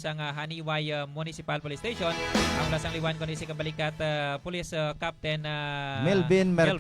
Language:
Hiligaynon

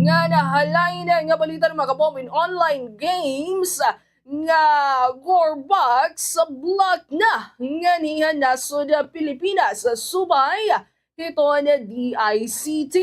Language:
Waray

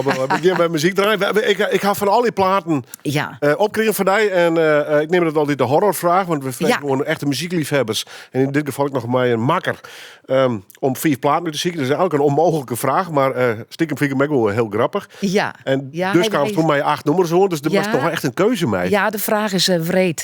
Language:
Western Frisian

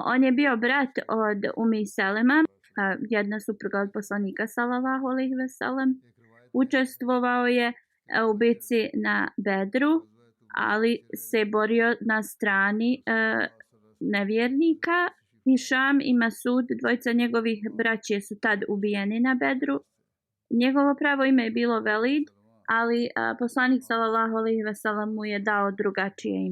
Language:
Bosnian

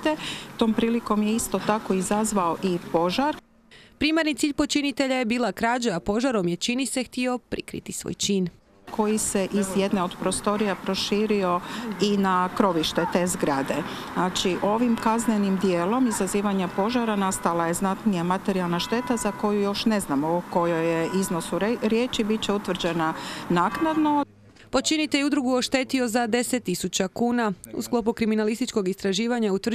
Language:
Croatian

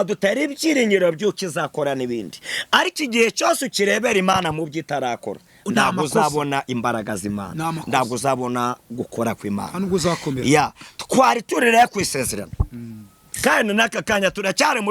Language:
Kinyarwanda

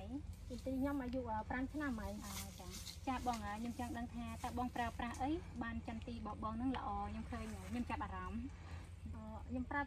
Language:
Khmer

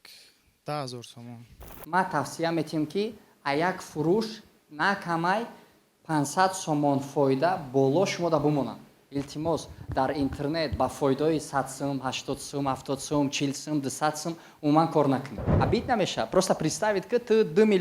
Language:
Tajik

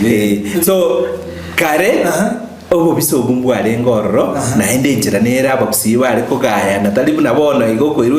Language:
Gusii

